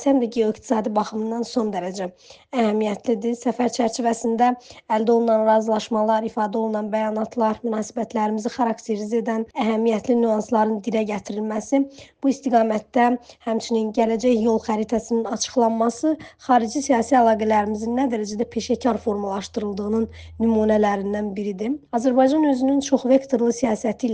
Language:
Azerbaijani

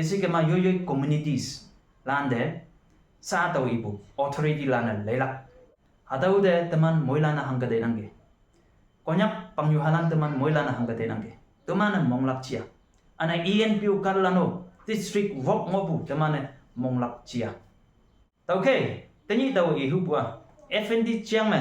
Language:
Konyak Naga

